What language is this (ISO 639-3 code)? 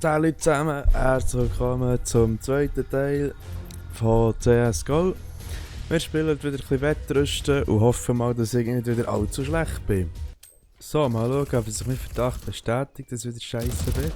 gsw